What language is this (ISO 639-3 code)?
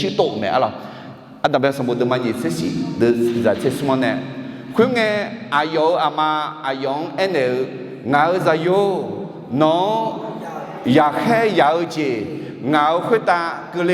ahk